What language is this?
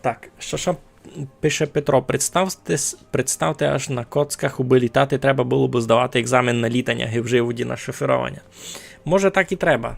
Rusyn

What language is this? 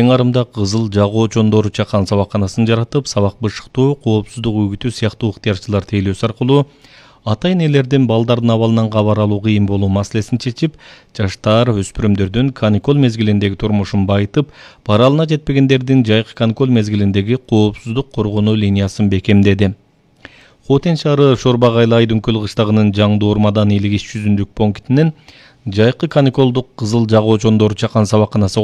Kyrgyz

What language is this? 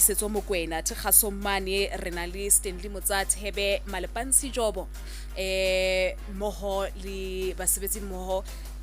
Southern Sotho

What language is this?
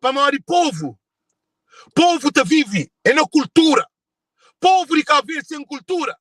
Kabuverdianu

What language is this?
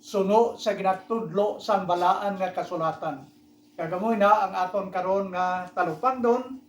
Hiligaynon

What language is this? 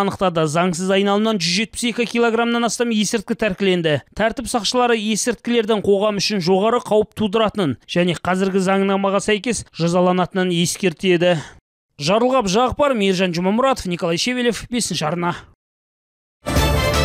Kazakh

